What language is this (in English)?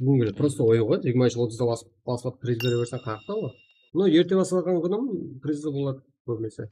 Kara-Kalpak